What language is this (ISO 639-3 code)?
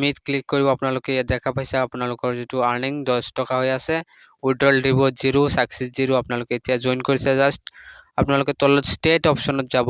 asm